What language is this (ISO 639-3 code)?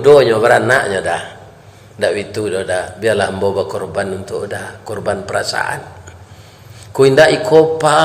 min